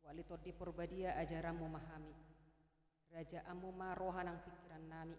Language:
Batak Toba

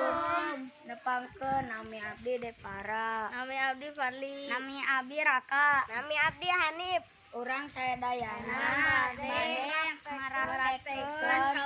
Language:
Sundanese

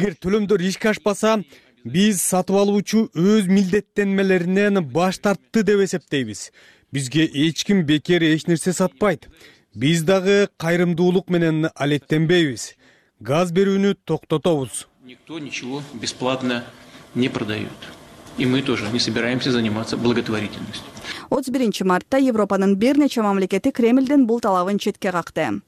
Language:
Kyrgyz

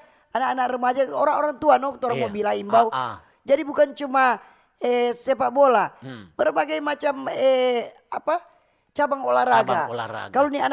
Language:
Manado Malay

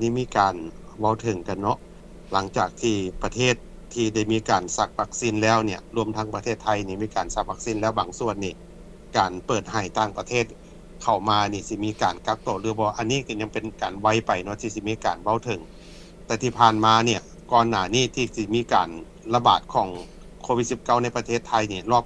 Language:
Lao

